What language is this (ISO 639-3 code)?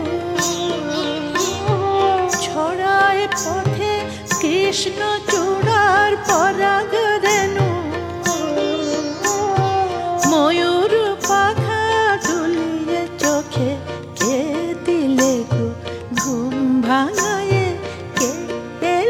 ben